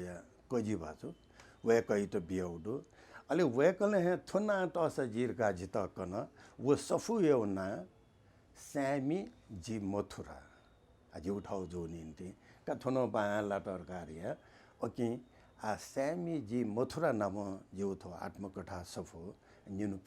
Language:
Newari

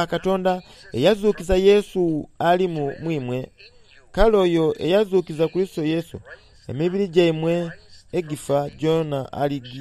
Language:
Soga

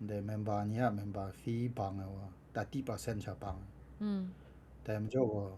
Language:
Kachin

